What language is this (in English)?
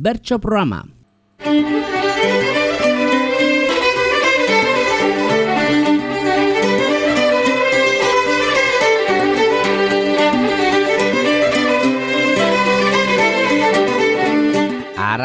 Basque